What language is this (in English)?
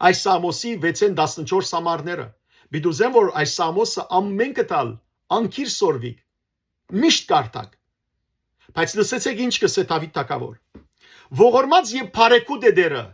Western Armenian